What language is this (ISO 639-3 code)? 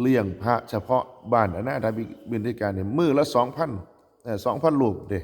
tts